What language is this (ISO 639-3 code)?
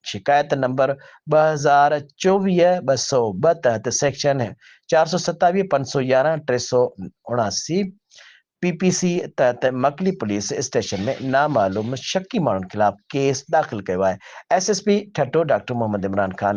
snd